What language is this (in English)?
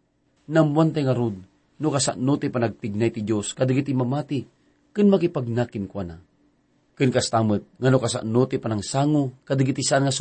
Iloko